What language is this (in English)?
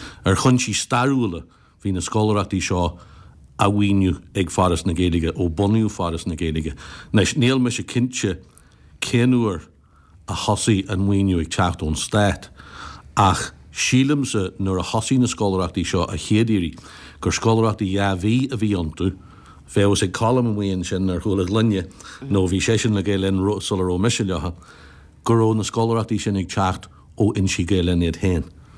Irish